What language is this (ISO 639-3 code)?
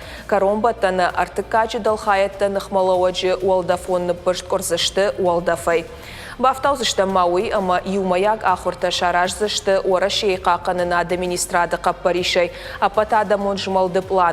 oss